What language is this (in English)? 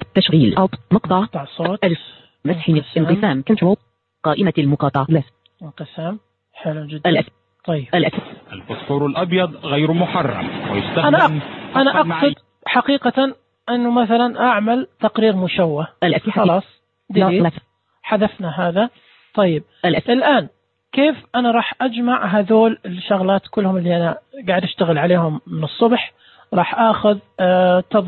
Najdi Arabic